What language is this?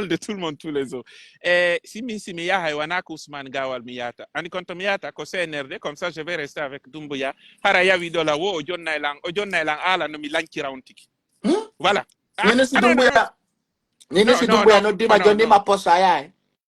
Pular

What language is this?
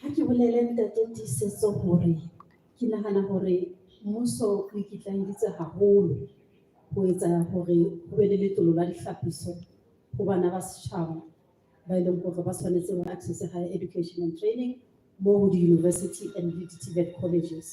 Southern Sotho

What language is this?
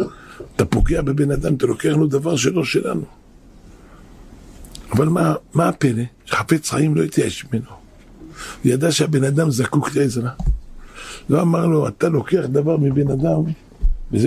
Hebrew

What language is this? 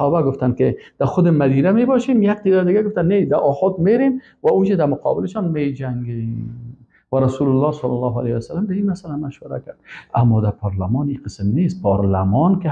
Persian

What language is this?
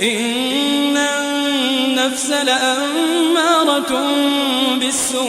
Maranao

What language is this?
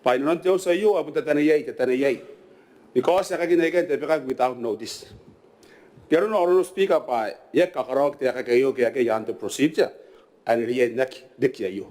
Gilbertese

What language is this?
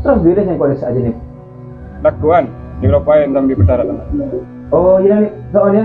Madurese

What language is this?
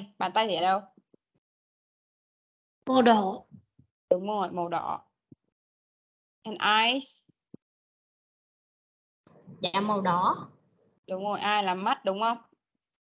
Vietnamese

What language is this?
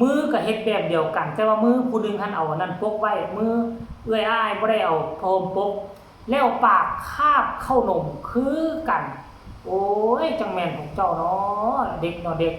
Northeastern Thai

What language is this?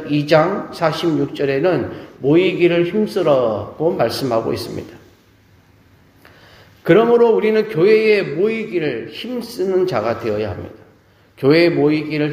Korean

